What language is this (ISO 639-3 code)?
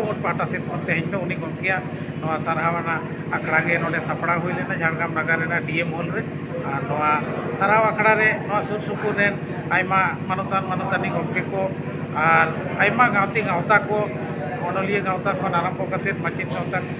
sat